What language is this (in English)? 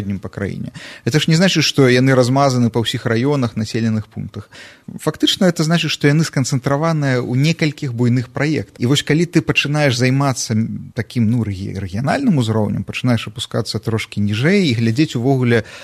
Belarusian